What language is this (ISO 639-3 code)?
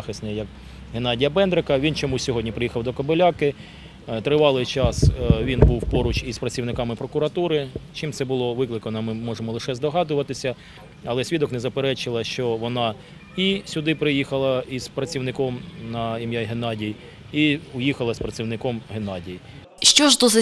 ukr